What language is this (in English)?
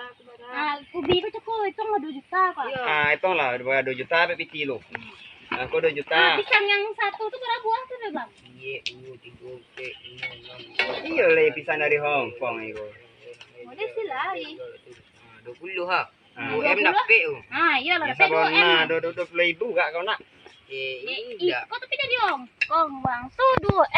Minangkabau